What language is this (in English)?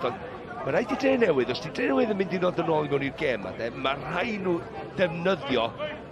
Welsh